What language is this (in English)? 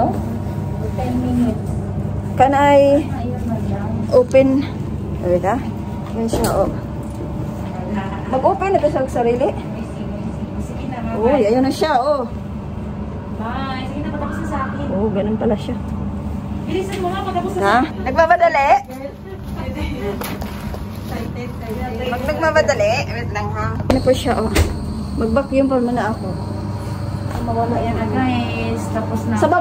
Filipino